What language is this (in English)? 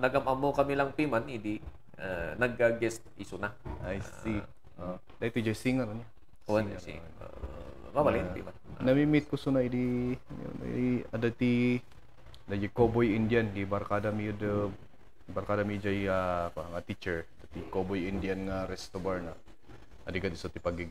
Iloko